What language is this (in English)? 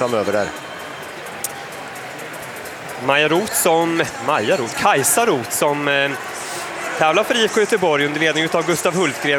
Swedish